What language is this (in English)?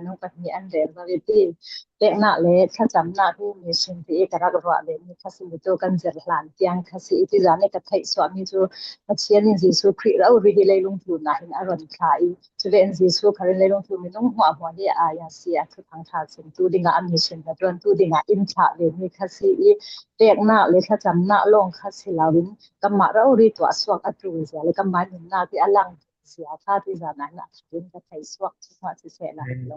Falam Chin